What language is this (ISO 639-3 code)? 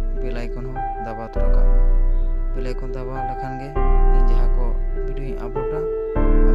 sat